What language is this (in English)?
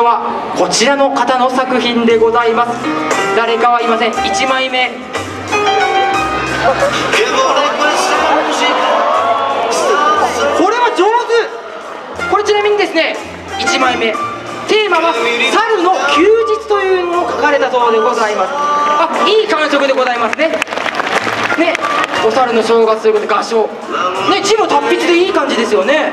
Japanese